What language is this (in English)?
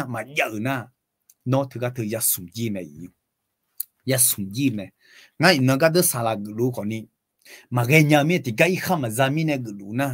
Akha